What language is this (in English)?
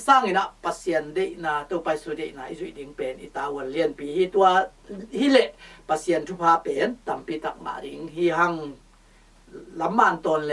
Tedim Chin